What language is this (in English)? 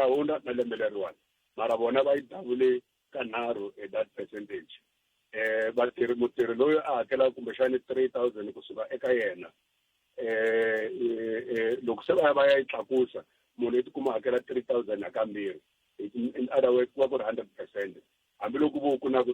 Tsonga